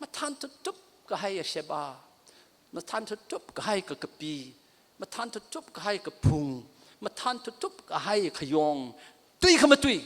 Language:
Tangkhul Naga (India)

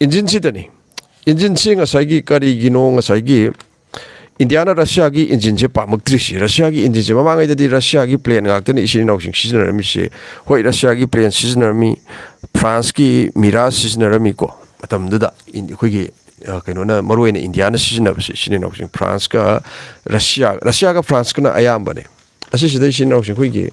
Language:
Manipuri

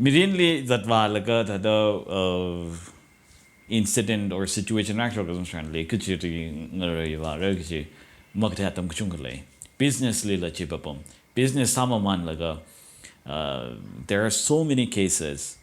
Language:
Tangkhul Naga (India)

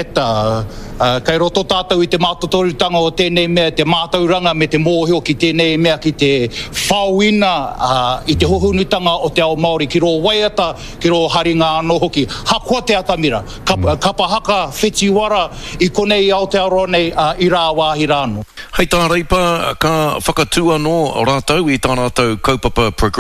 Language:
Māori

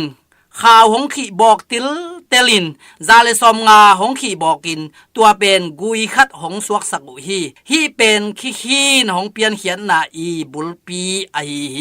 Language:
Tedim Chin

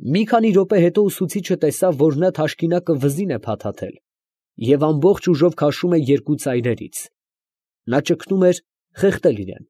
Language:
Armenian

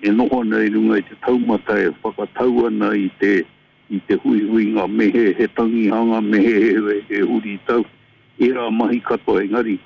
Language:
Māori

